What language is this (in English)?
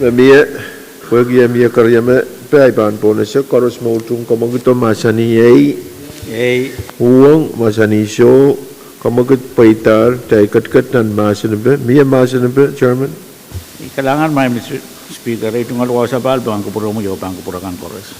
Pohnpeian